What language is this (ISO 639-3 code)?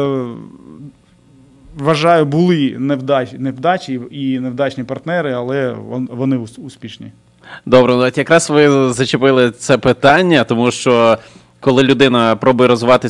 ukr